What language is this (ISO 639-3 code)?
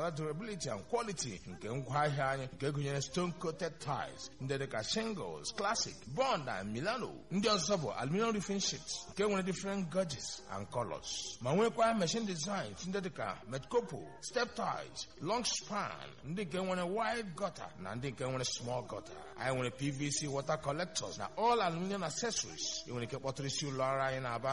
ibo